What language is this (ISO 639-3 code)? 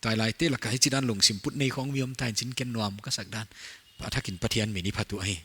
pck